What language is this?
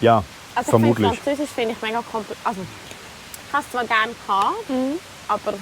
Swiss German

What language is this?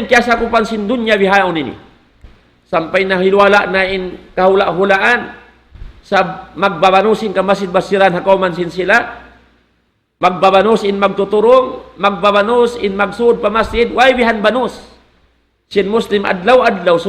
Tausug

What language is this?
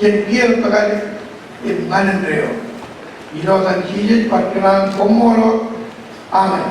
Marshallese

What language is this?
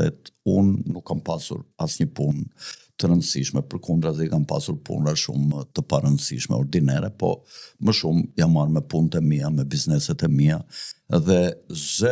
Albanian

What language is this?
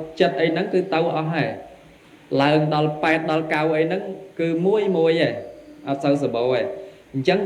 Khmer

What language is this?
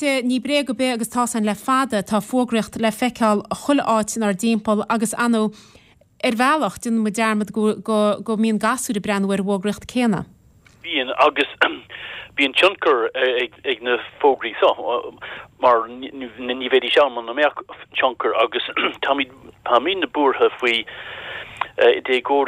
Irish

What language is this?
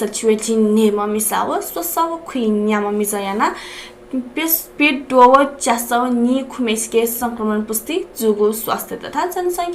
Newari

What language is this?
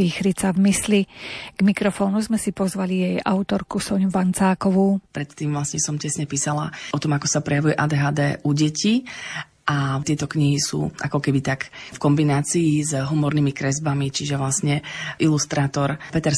Slovak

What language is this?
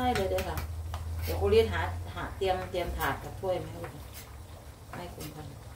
Thai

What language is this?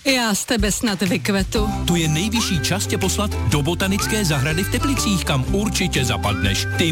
Czech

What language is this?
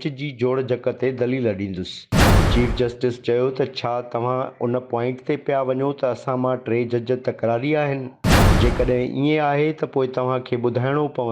Sindhi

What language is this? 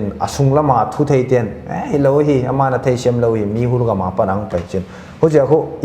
Paite Chin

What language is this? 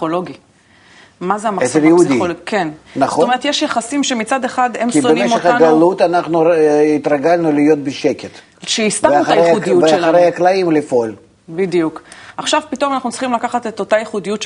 Hebrew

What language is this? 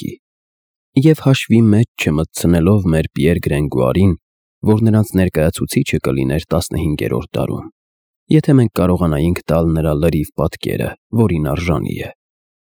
Armenian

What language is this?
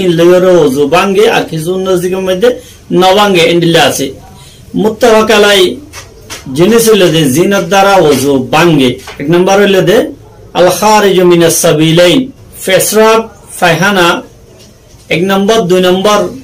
Rohingya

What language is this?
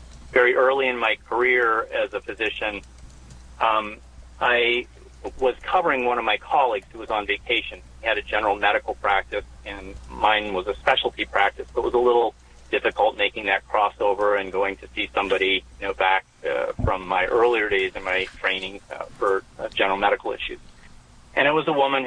English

